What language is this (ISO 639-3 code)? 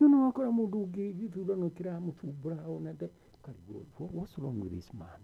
kik